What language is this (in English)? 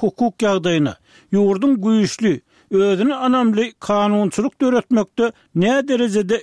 Turkmen